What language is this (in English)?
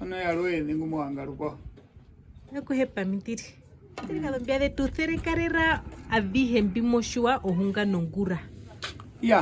Herero